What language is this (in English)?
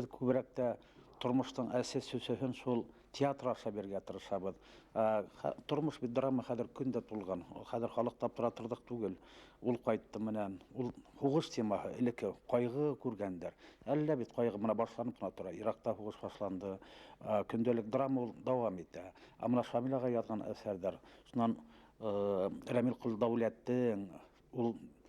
Bashkir